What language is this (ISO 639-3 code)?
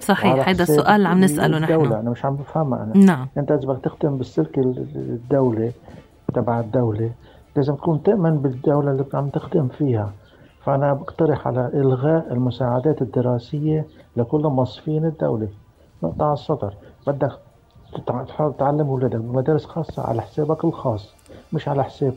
apc